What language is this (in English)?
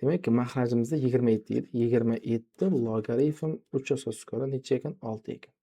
Uzbek